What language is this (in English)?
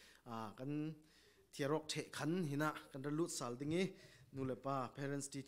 Falam Chin